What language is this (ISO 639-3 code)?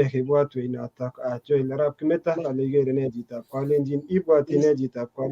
kln